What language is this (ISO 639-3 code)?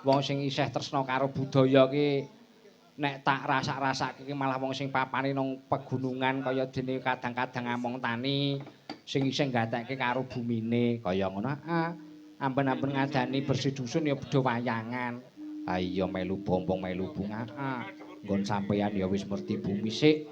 jav